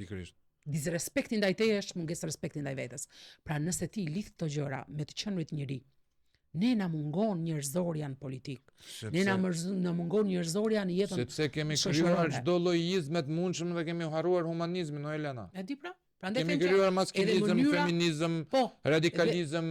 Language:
Albanian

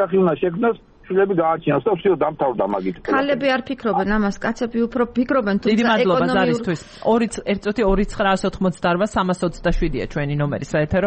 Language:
Georgian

